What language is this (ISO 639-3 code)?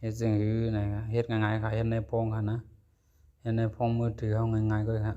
shn